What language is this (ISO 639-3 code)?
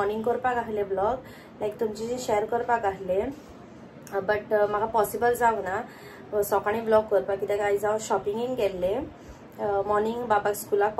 kok